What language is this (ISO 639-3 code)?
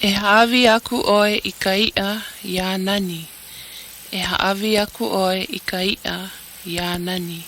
haw